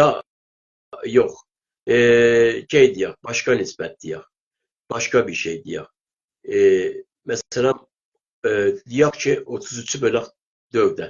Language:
South Azerbaijani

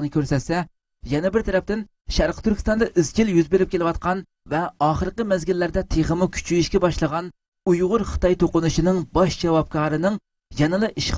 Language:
Uyghur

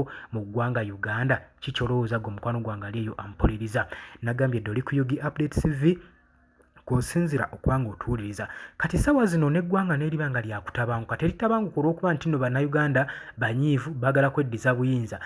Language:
Ganda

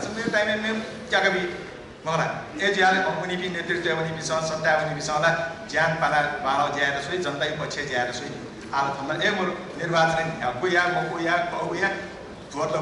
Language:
Newari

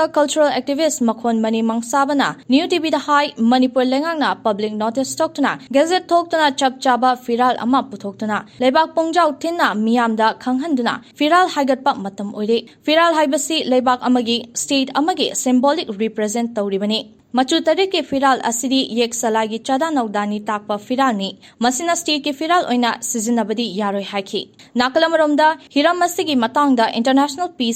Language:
Manipuri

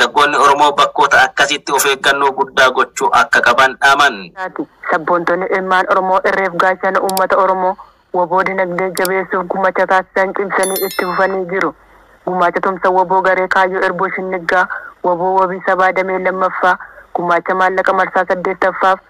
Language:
Oromo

